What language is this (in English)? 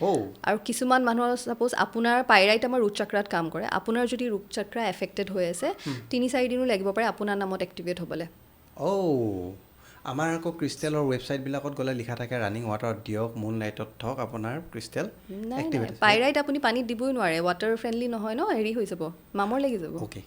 Assamese